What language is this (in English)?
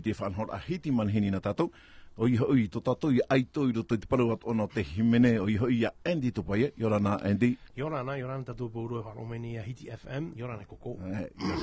Tahitian